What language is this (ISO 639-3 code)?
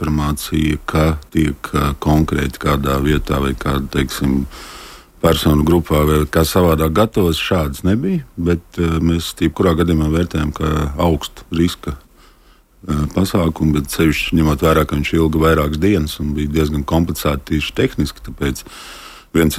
lav